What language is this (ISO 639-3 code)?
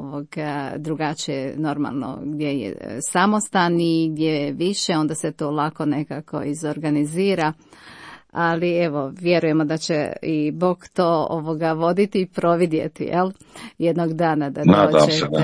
hrv